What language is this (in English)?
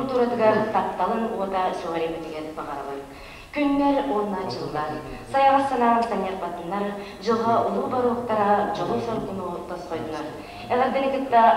Yakut